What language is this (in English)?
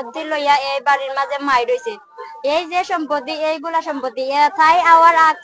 Sylheti